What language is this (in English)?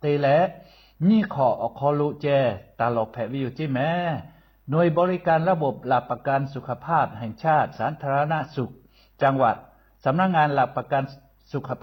Lahu